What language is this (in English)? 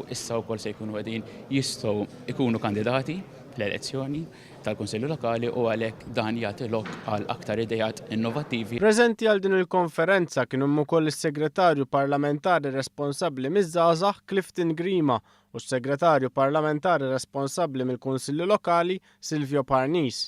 Maltese